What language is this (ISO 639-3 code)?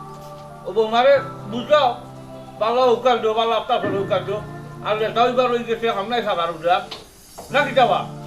syl